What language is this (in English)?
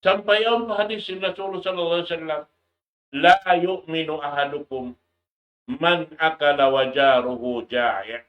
Tausug